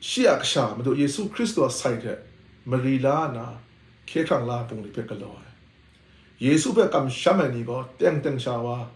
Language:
Kachin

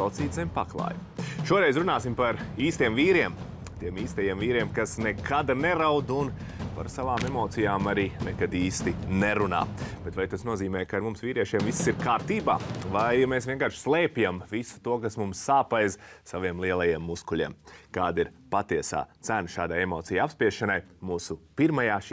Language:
Latvian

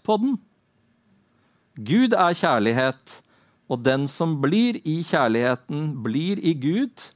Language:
Norwegian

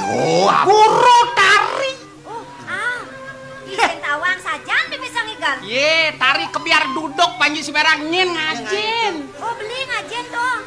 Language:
Balinese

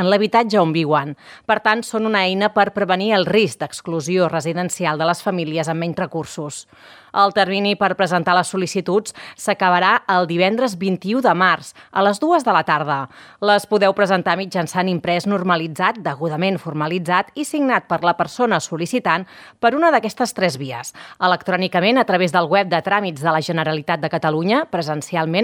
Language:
Catalan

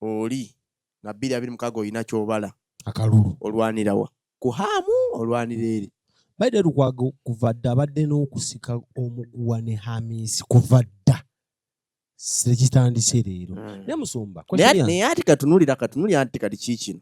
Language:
Ganda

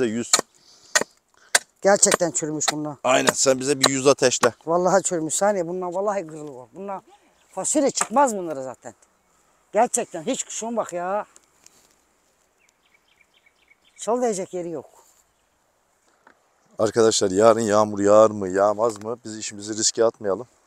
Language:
Turkish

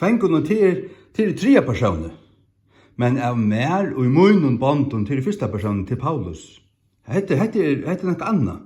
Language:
Faroese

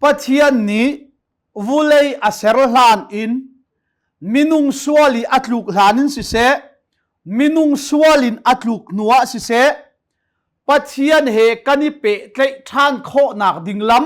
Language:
Hakha Chin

